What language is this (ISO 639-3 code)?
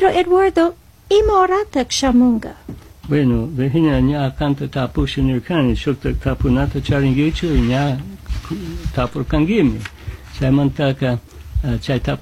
qug